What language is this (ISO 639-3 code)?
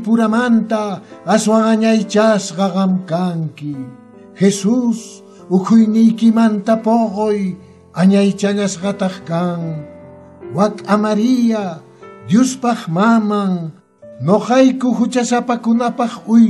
que